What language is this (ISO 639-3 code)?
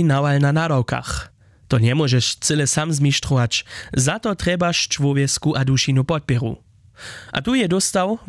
hsb